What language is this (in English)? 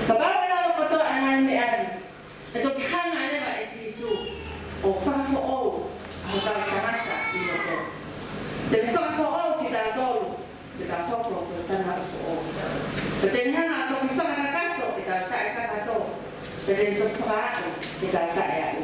Tongan